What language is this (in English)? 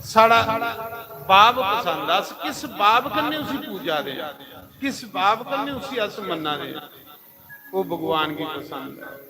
Dogri